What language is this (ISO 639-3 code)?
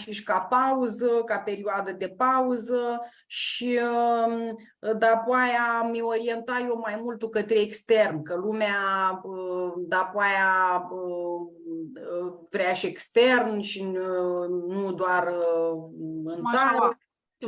rup